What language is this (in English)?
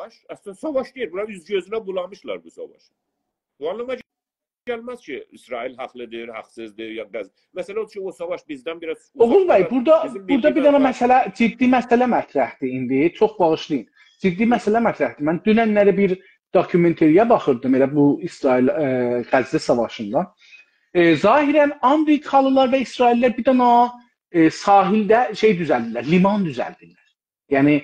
South Azerbaijani